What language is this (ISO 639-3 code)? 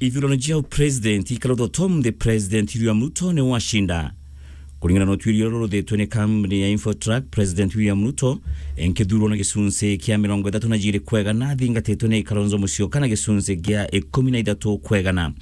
mer